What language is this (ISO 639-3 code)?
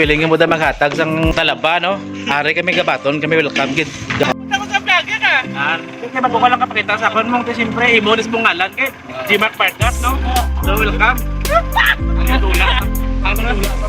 hil